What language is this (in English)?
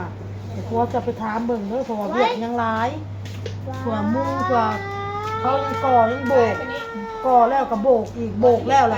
Northeastern Thai